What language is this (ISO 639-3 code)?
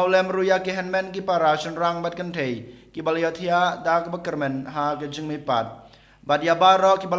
kha